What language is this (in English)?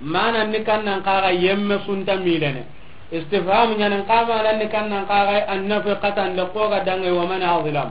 Soninke